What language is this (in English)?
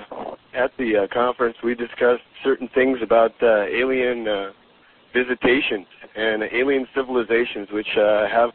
English